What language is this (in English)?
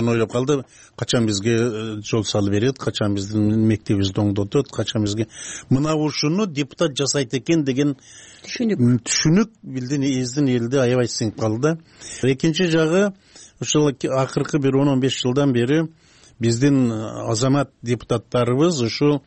Kyrgyz